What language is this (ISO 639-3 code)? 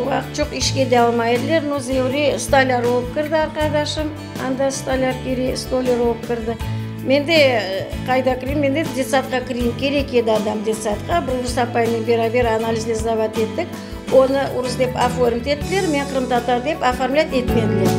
crh